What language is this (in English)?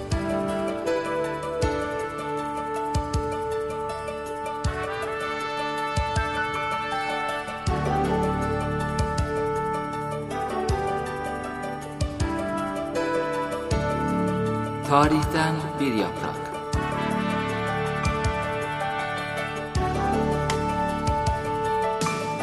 Turkish